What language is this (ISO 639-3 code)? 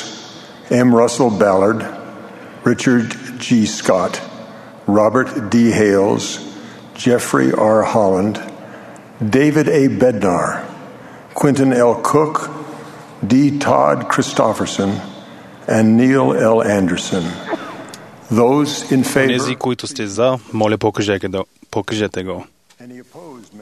bul